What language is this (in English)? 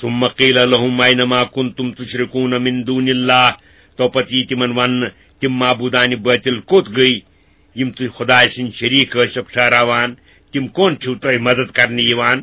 Kashmiri